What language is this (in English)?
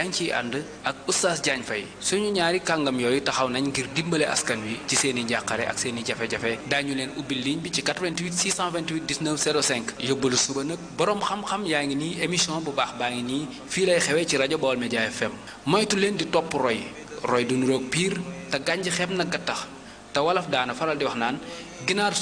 Wolof